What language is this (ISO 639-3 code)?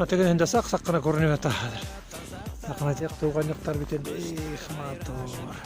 bak